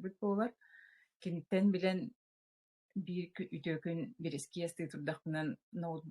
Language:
Yakut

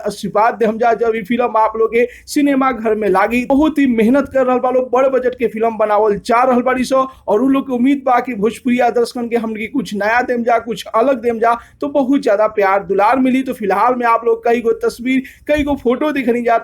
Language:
Bhojpuri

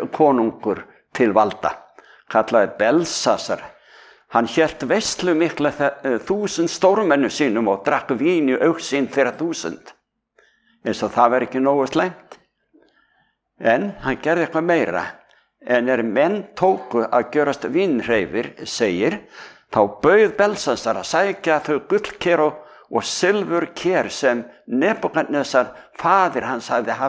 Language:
Icelandic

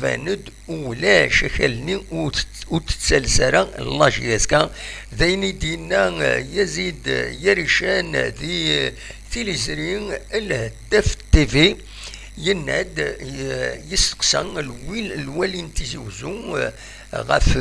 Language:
Kabyle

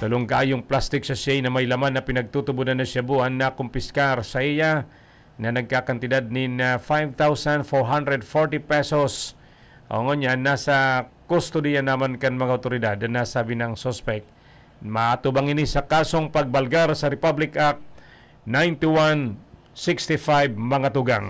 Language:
Bikol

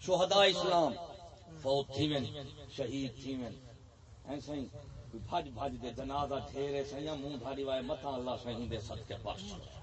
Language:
Saraiki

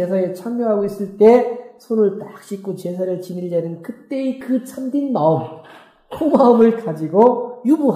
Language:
Korean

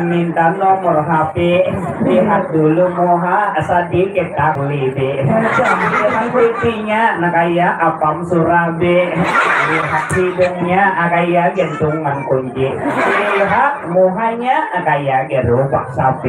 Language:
Banjar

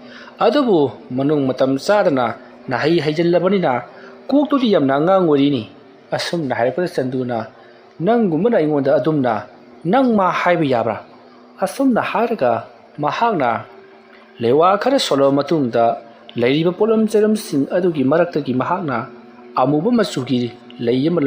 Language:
Manipuri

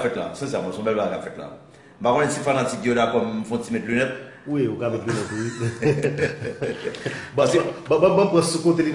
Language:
Haitian Creole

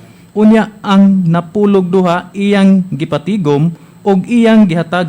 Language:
Cebuano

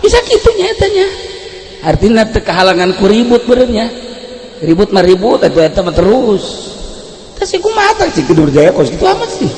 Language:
Sundanese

